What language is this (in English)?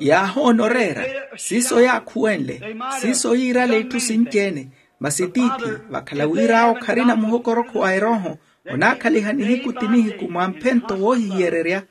Makhuwa